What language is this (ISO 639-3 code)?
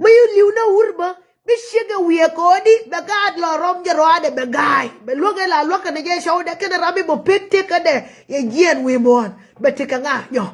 nus